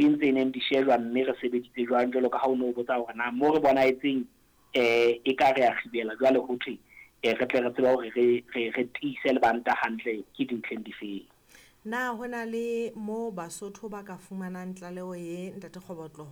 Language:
Southern Sotho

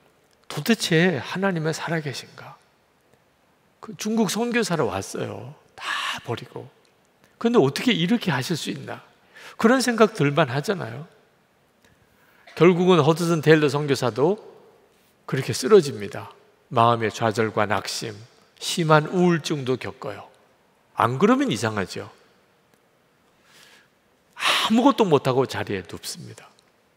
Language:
Korean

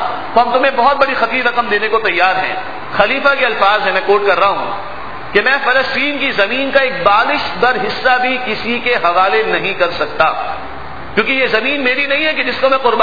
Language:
Urdu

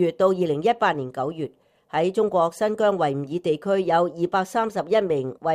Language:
Cantonese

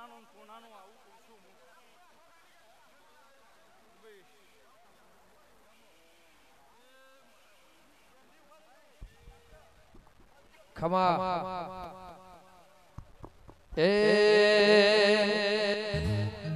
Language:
Gujarati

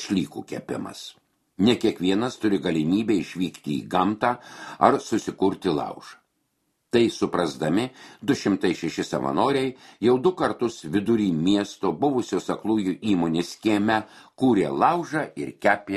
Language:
Lithuanian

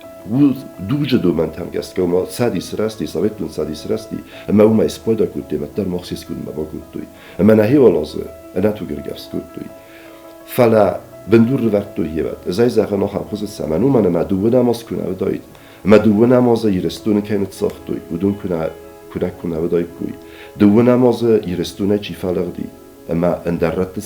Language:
Ossetic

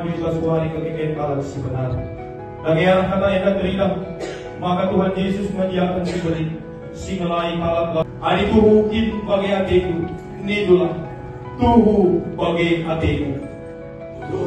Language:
Batak Karo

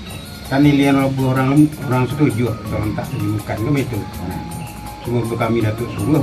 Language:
Minangkabau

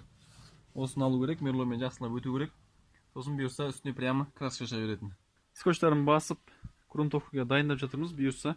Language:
Kazakh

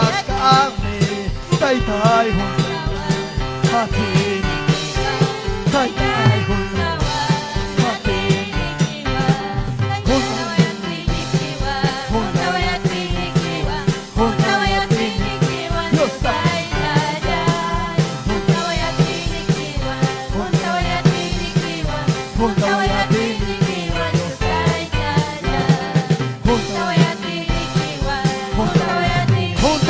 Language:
Ayacucho Quechua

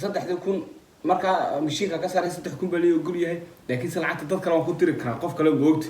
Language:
Somali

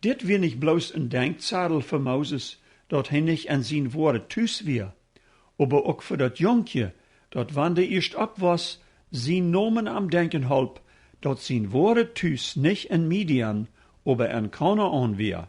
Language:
Plautdietsch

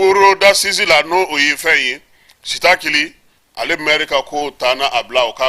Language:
Bambara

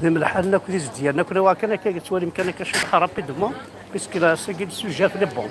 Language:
Kabyle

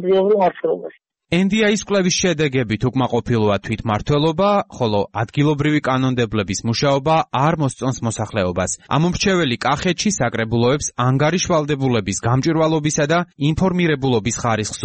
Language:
Georgian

